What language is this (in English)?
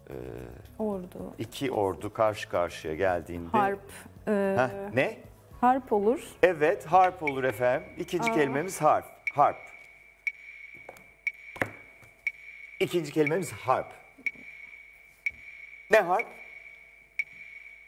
Turkish